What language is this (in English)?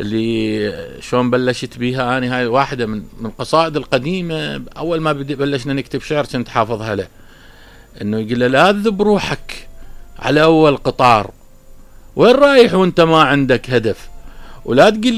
Mesopotamian Arabic